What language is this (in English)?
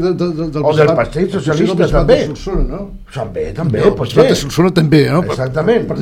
Catalan